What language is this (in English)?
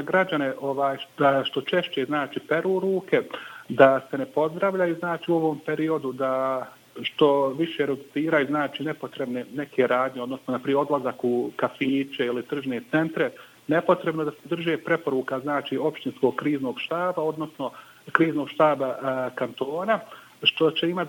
Bosnian